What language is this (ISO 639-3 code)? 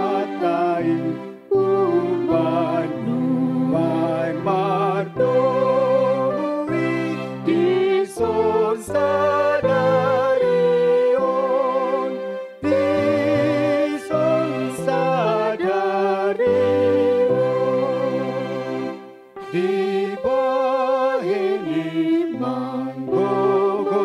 bbc